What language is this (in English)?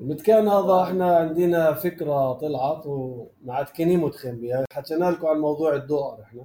North Levantine Arabic